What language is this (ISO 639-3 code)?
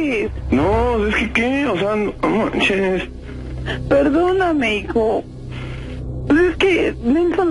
spa